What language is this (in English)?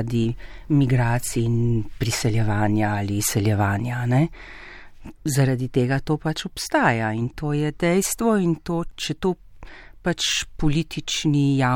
Slovenian